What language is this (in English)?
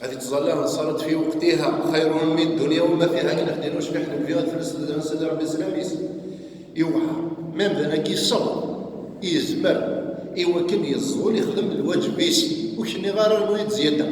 Kabyle